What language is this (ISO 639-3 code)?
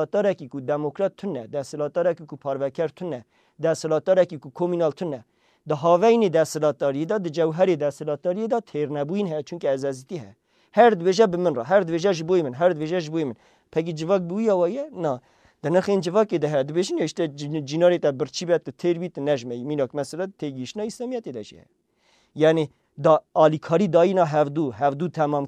kur